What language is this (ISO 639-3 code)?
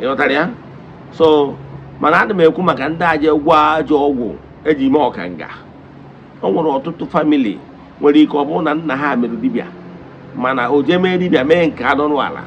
ibo